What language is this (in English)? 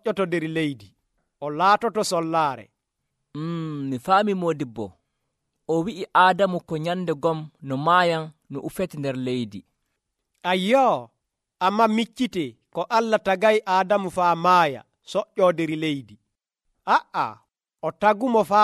Nigerian Fulfulde